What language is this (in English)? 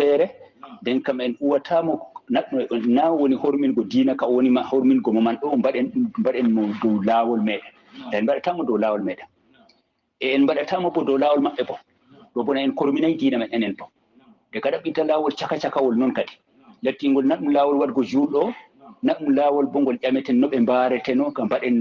Fula